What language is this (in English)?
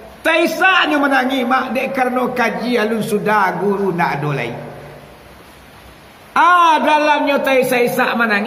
Minangkabau